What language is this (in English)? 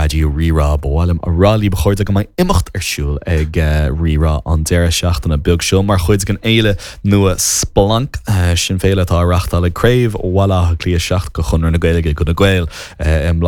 Irish